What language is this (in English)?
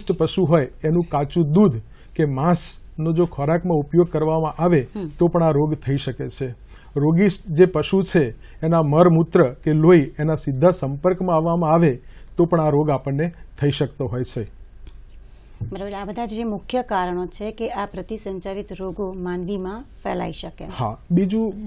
Gujarati